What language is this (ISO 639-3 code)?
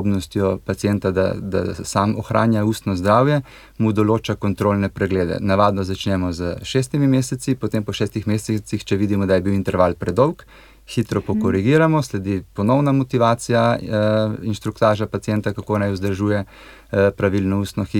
slv